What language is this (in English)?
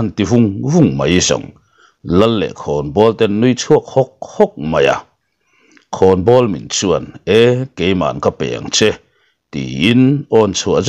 Mizo